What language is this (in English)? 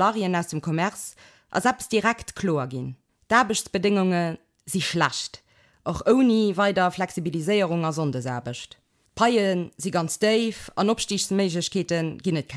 Luxembourgish